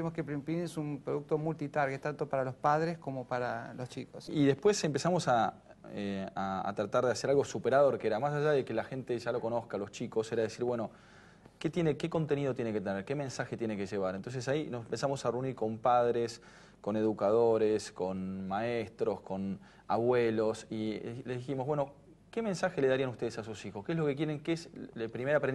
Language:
Spanish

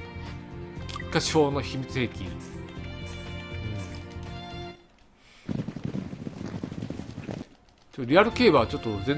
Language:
Japanese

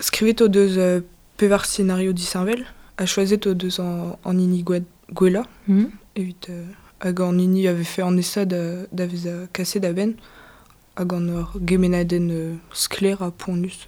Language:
Breton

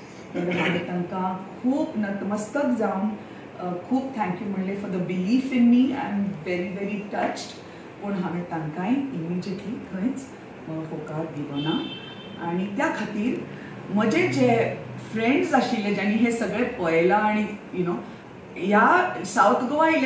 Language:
Konkani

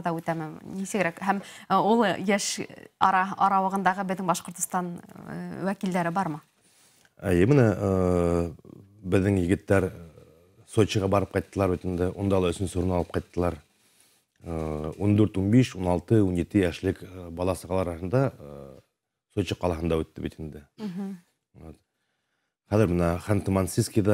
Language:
Bashkir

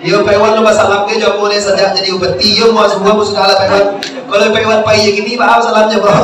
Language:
Minangkabau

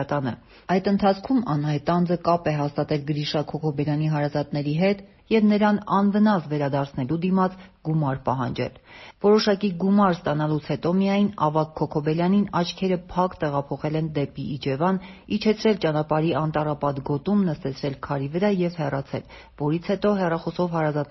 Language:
Armenian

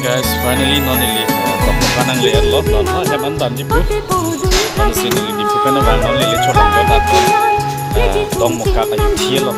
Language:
Karbi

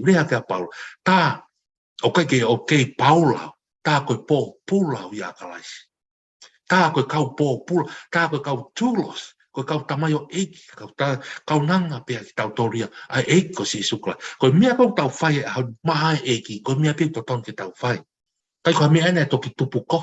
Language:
Tongan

